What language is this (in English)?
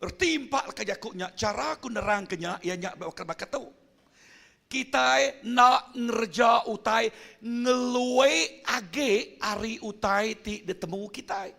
Iban